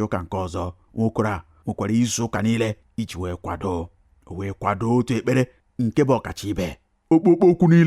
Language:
Igbo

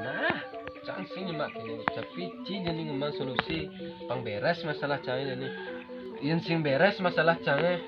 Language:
Balinese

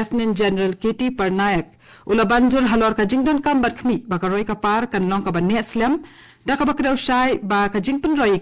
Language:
Khasi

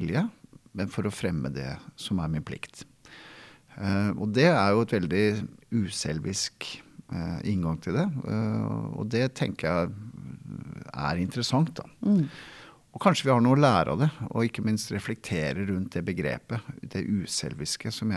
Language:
Norwegian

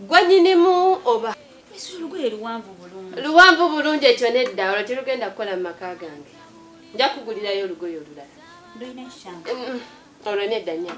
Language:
Ganda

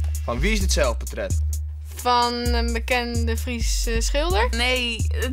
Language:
Western Frisian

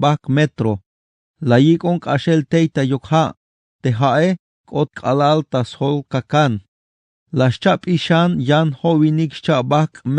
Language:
Tzeltal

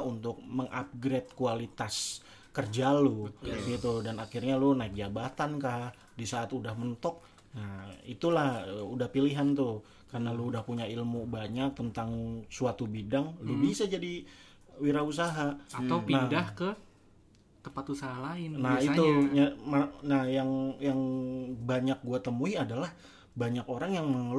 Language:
Indonesian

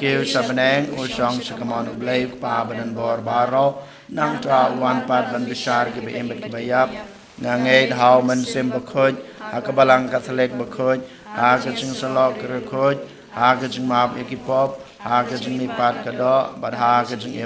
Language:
Khasi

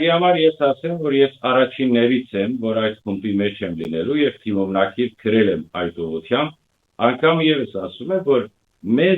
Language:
Western Armenian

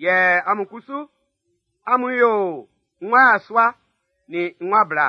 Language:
Baoulé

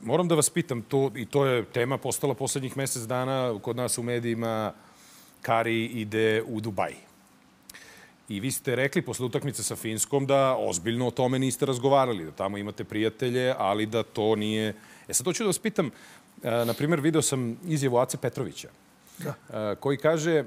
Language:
Serbian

